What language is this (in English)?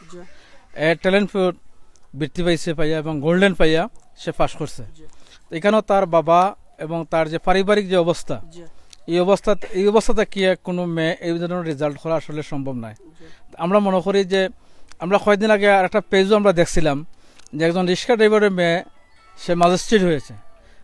Sylheti